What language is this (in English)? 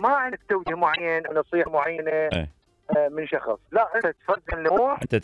Mesopotamian Arabic